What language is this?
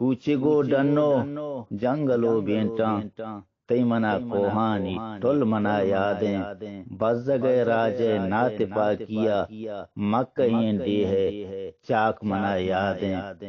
Eastern Balochi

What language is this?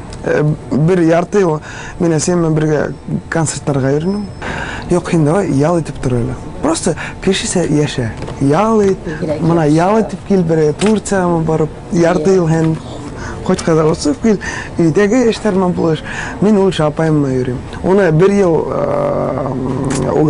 Tatar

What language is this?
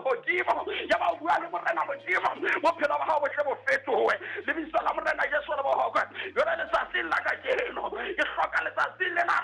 Southern Sotho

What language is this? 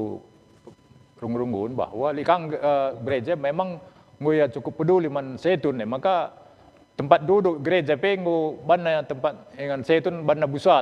Batak Karo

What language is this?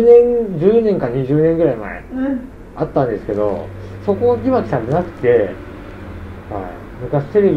Japanese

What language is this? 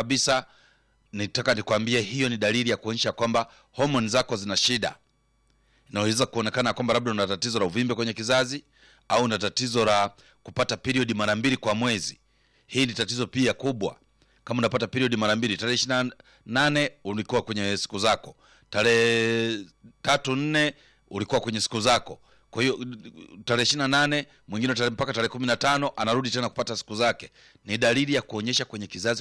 Swahili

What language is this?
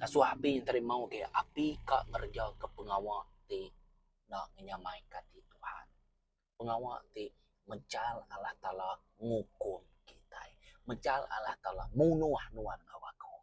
Iban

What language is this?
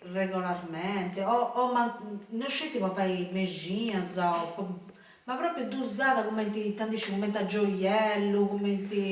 Sardinian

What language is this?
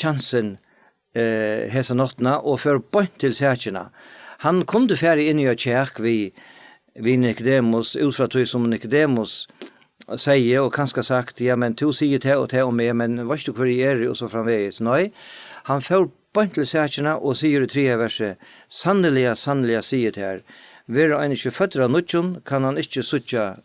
Faroese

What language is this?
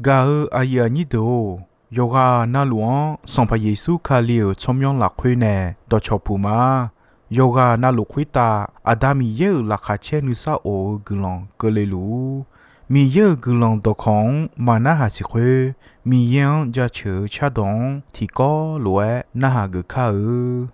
Akha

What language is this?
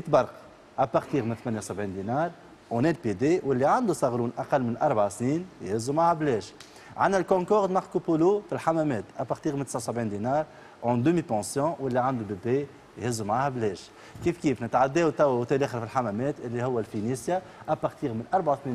Tunisian Arabic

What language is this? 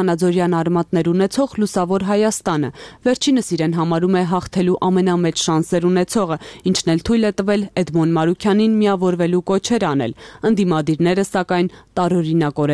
Armenian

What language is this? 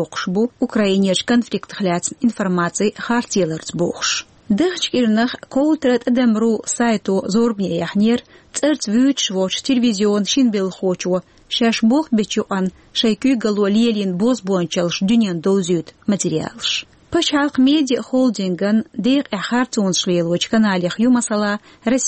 Chechen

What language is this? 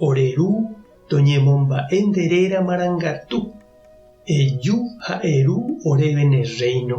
Guarani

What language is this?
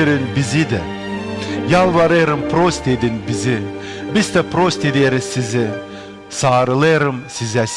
Gagauz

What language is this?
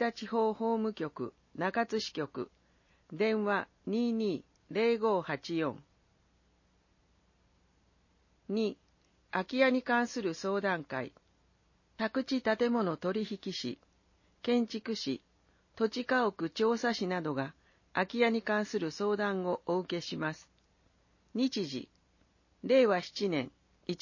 Japanese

